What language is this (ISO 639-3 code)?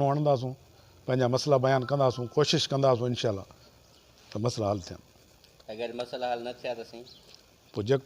snd